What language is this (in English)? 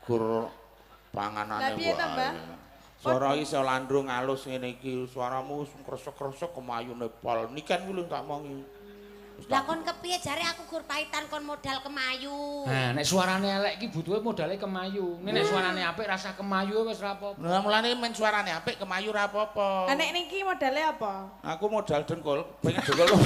Javanese